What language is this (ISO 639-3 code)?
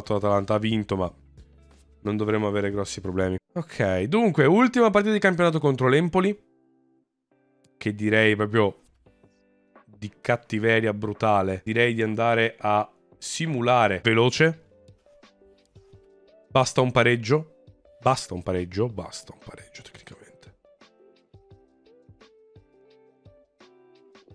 ita